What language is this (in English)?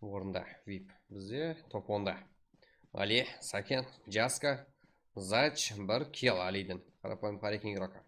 Kara-Kalpak